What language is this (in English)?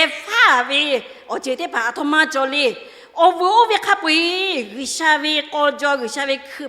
Lahu